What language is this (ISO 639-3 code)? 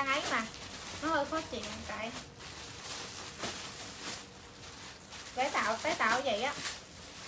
vie